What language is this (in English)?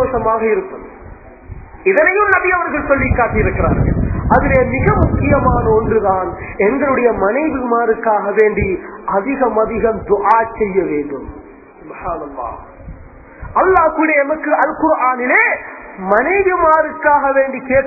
Tamil